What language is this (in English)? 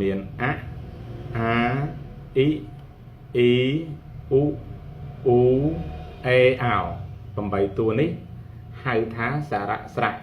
Khmer